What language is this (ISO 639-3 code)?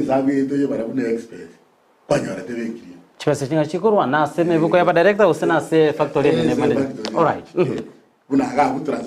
guz